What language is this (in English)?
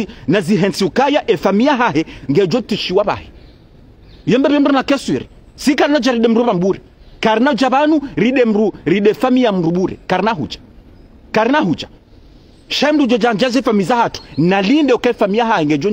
Ngazidja Comorian